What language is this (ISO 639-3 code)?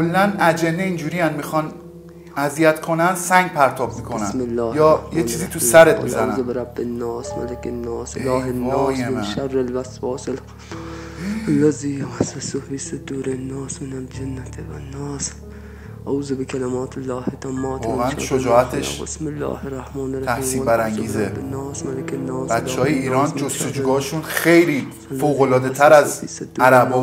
fas